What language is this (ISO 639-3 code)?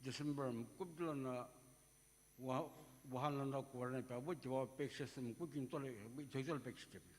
nsm